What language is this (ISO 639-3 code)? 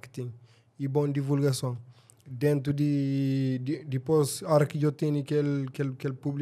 kea